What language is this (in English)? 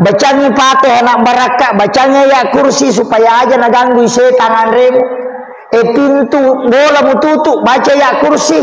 Buginese